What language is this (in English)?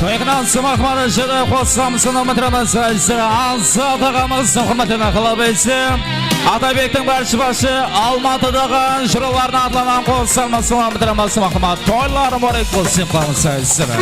Kara-Kalpak